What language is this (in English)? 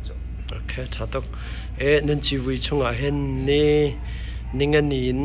Hakha Chin